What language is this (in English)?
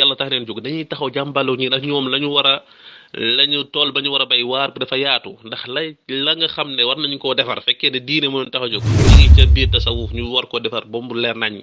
Wolof